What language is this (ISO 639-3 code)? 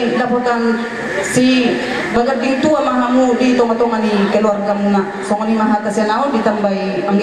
bbc